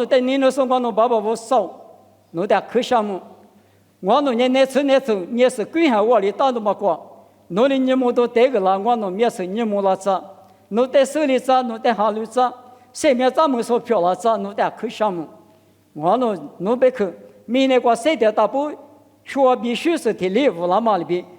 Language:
Lisu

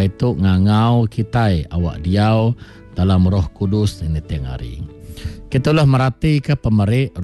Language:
Iban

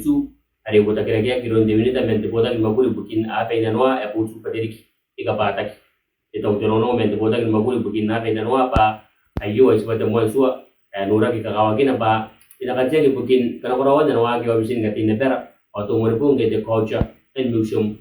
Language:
Gilbertese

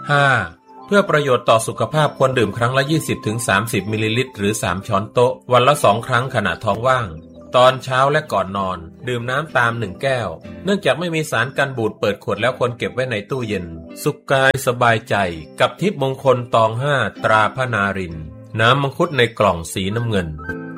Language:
Thai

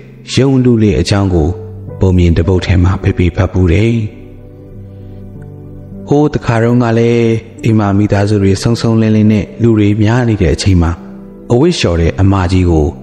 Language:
Burmese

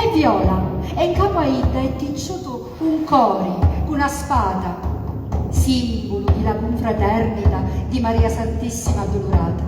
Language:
Sicilian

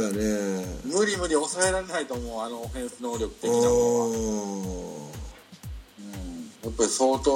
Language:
Japanese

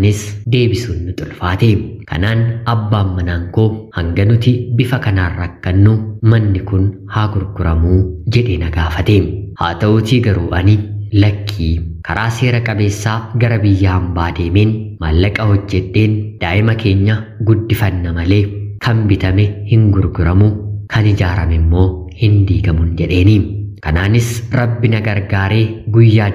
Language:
Oromo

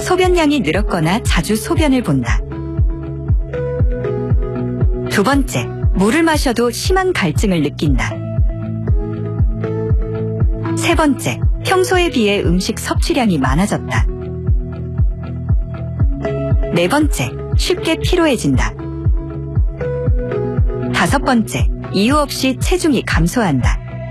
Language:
Korean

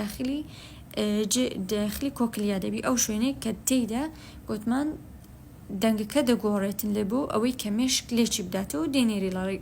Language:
Central Kurdish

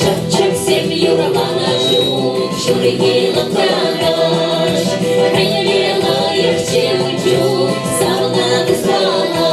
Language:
Chuvash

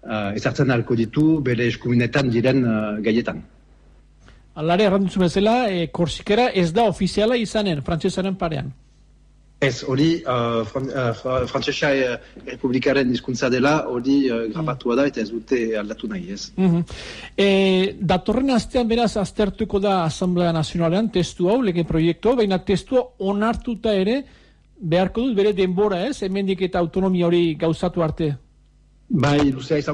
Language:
Basque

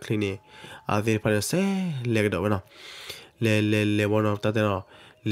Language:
S'gaw Karen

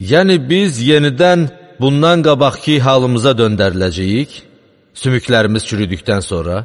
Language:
Azerbaijani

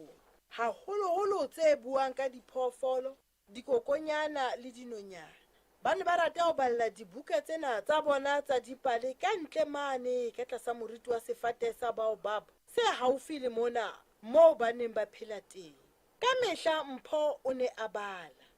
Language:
Southern Sotho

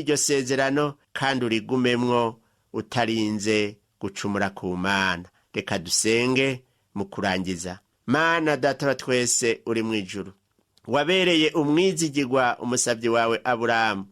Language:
Rundi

